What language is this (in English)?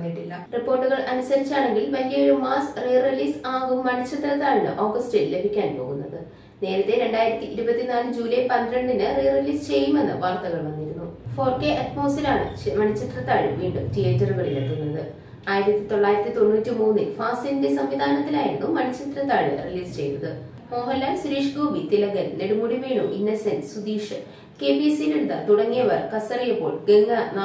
Malayalam